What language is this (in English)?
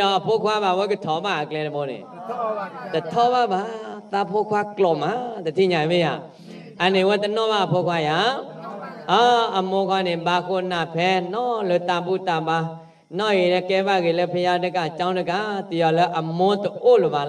S'gaw Karen